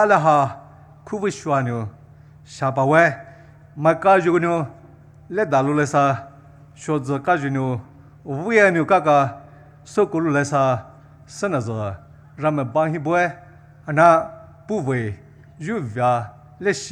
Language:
Poumei Naga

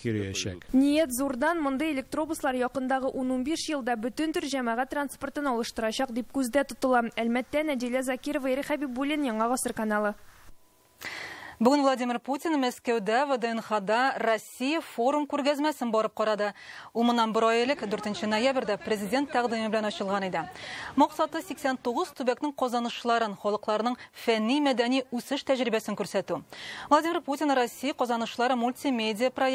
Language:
Tatar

